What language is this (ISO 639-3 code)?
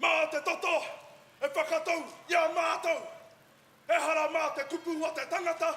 mri